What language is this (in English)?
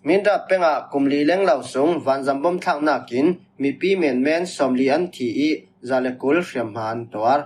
Falam Chin